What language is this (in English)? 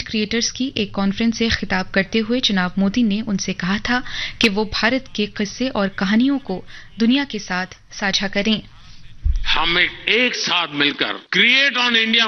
Urdu